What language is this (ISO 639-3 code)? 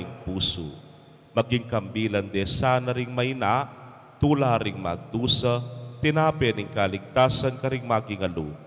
pam